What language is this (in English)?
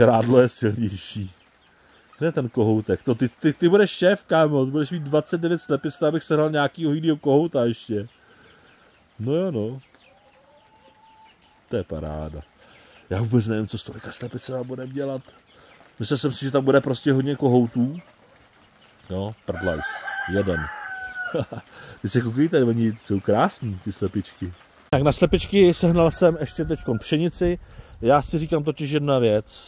Czech